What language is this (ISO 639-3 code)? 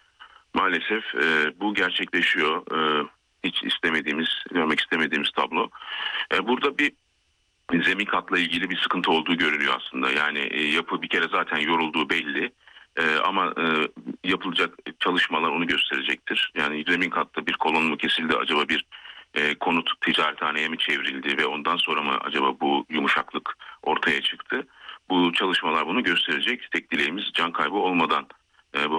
tur